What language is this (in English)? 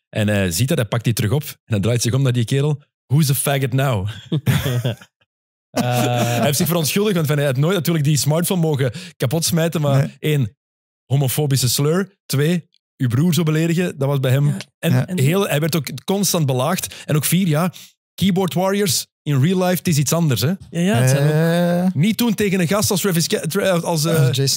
Dutch